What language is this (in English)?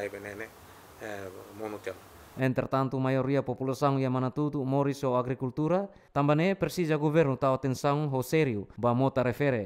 Tetum